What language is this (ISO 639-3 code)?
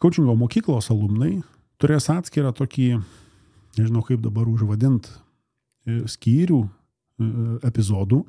lit